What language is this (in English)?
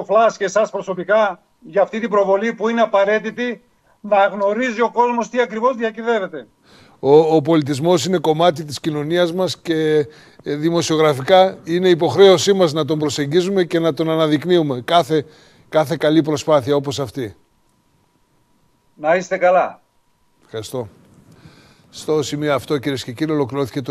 Greek